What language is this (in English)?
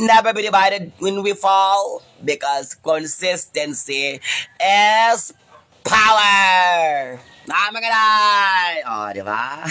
Cebuano